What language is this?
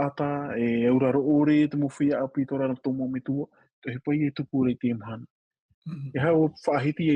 Tahitian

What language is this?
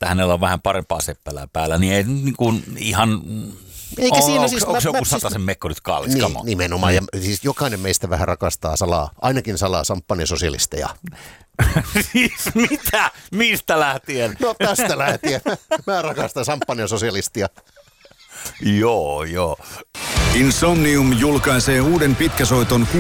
Finnish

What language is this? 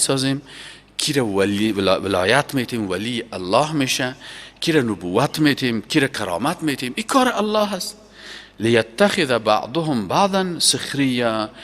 Persian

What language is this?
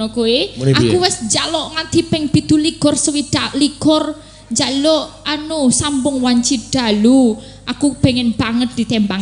Javanese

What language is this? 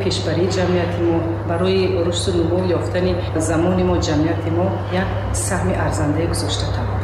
Tajik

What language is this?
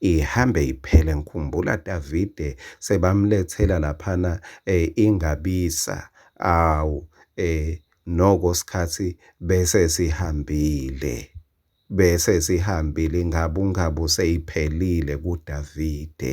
Swati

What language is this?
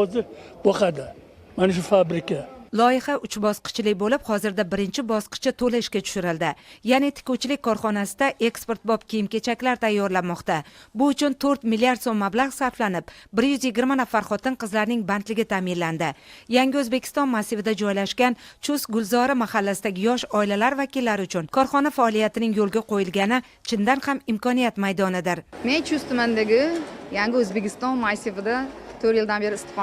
Uzbek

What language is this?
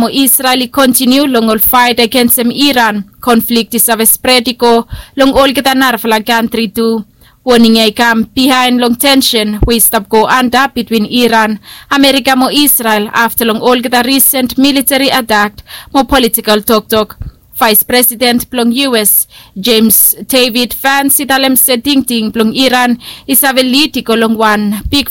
Bislama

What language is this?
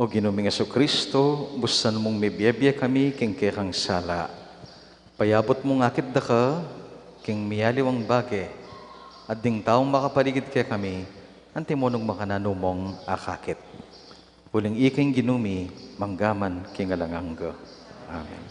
Pampanga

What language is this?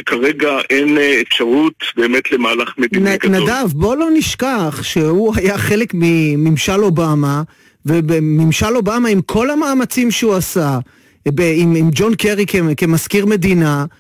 Hebrew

